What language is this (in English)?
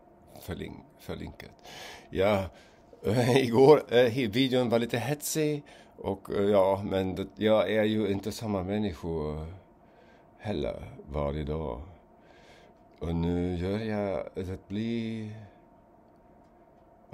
Swedish